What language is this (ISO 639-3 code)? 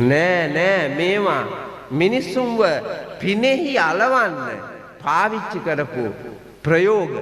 sin